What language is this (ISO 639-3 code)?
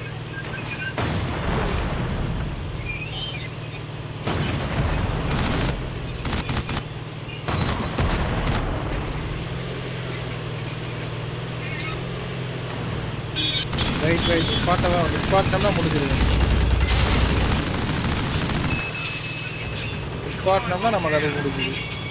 tam